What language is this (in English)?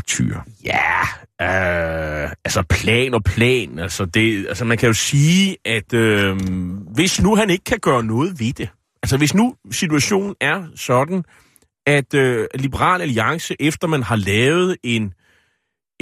Danish